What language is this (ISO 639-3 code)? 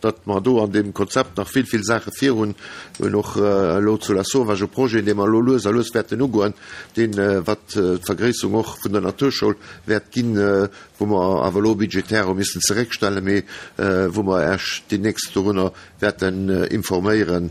ltz